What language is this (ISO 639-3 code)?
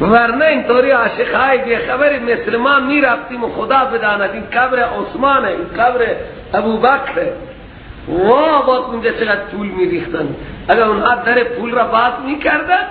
fas